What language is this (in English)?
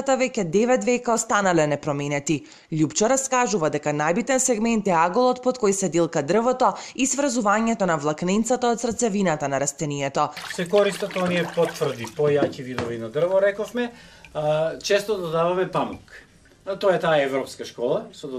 Macedonian